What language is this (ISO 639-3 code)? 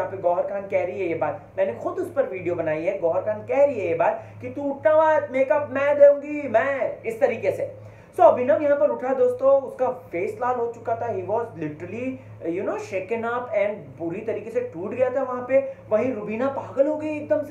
hin